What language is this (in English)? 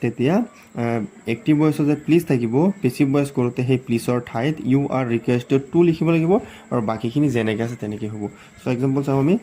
Assamese